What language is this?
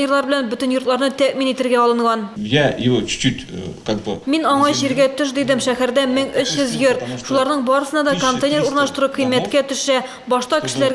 Tatar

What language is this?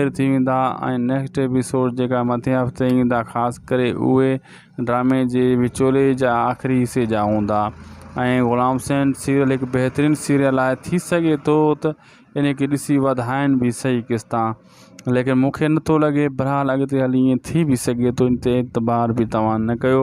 Sindhi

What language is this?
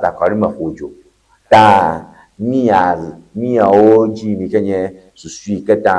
Ewe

